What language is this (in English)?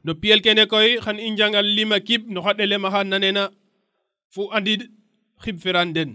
Serer